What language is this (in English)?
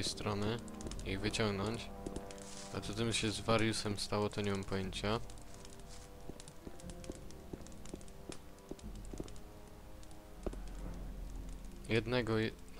Polish